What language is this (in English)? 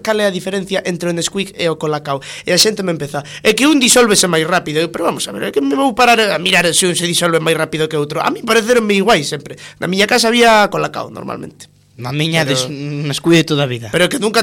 Galician